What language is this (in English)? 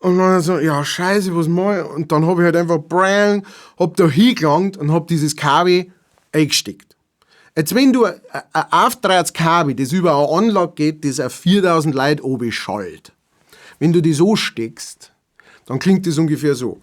Bavarian